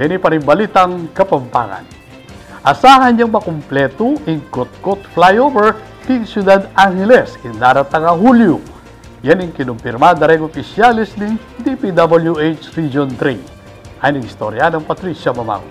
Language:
Pampanga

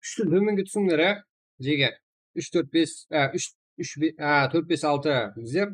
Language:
Kara-Kalpak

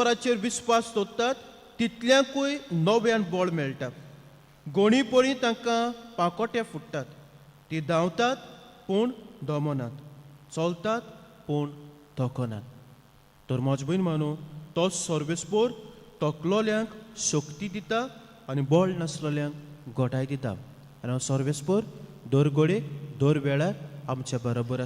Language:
Konkani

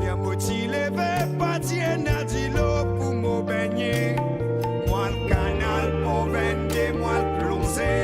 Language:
Morisyen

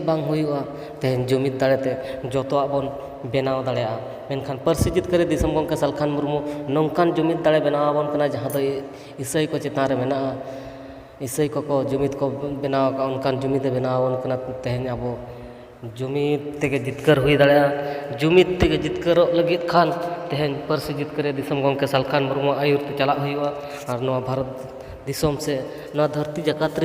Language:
Santali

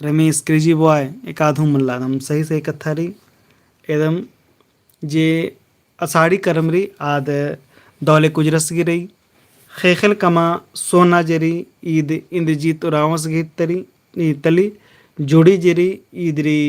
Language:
Kurukh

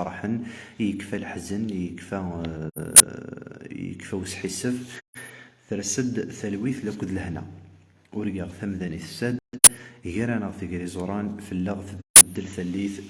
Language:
Kabyle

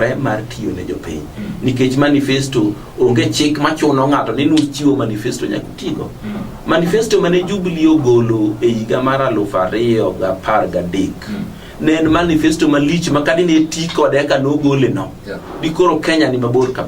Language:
Luo (Kenya and Tanzania)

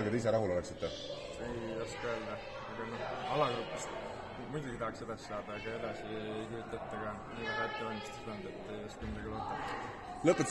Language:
Estonian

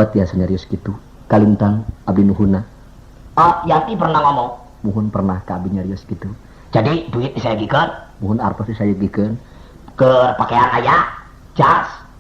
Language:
Sundanese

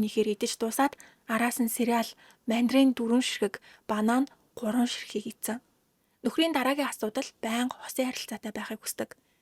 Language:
Mongolian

